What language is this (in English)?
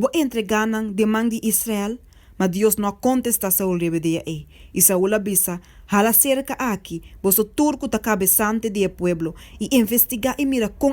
Papiamento